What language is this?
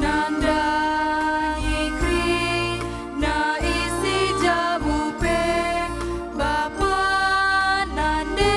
Batak Karo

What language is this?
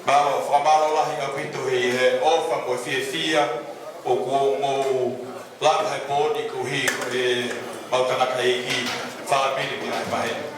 Tongan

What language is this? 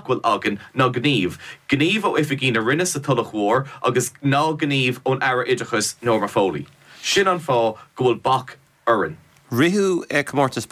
Irish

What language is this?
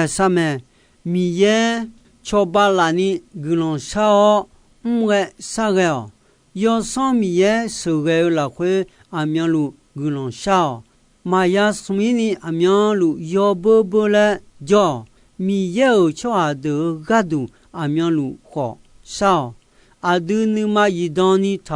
Akha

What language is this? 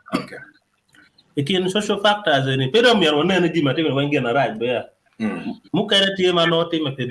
Acoli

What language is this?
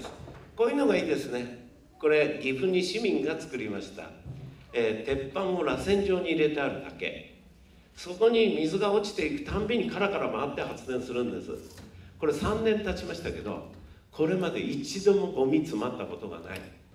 Japanese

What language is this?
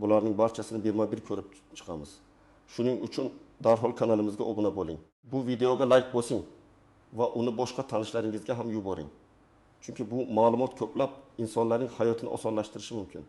Uzbek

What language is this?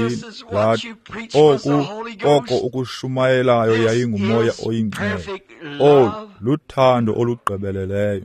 Xhosa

